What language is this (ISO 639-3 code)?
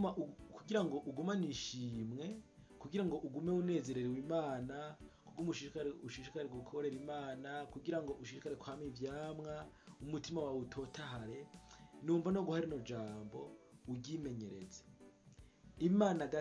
run